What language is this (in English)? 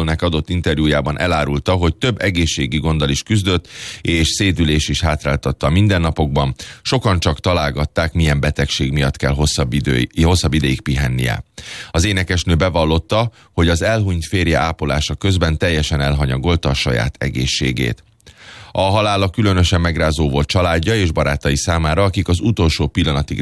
Hungarian